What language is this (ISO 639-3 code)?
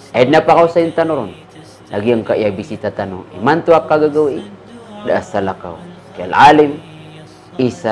mrw